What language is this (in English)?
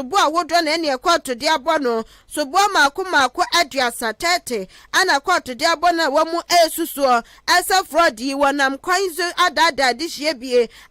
Akan